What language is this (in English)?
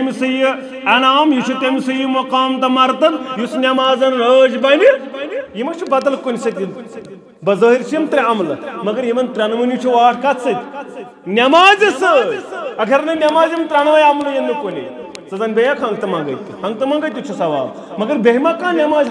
Kashmiri